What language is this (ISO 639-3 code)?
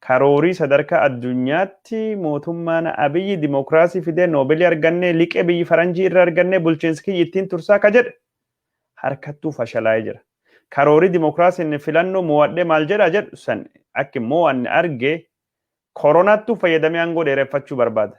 orm